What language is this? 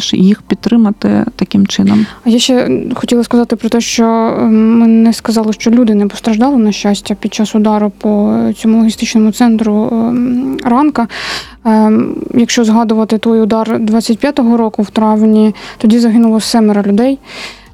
Ukrainian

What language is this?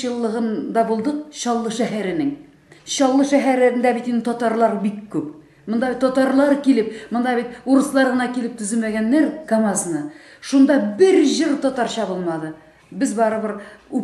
Tatar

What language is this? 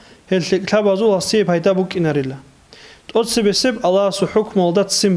Avaric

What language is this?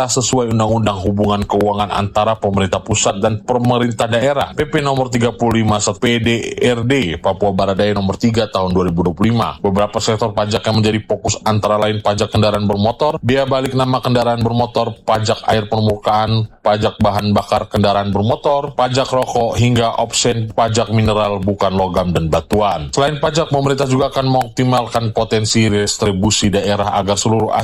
Indonesian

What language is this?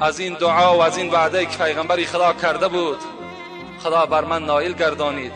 Tajik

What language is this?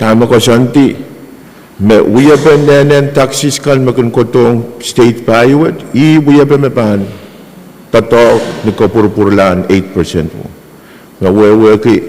Pohnpeian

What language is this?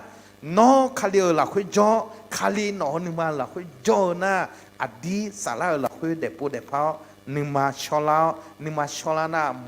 Akha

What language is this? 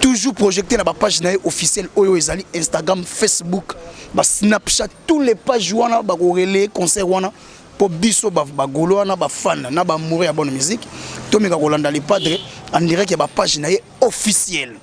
Lingala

